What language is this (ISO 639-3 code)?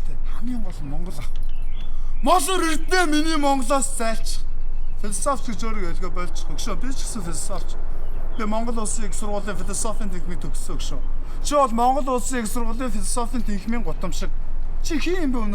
mon